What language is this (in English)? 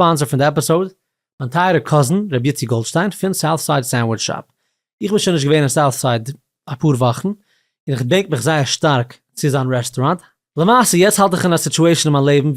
Yiddish